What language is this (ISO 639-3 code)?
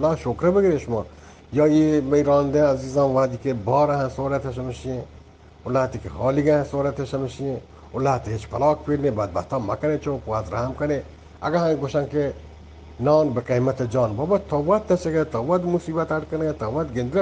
bgp